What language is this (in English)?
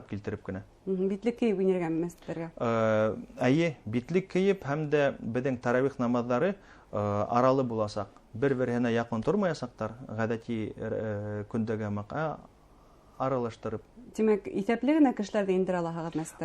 Bashkir